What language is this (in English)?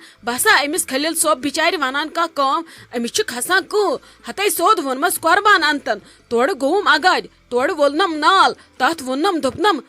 Kashmiri